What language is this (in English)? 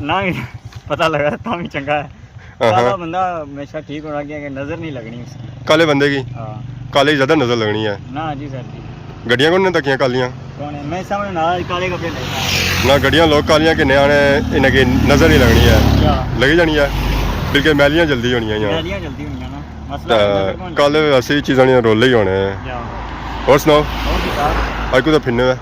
Pahari-Potwari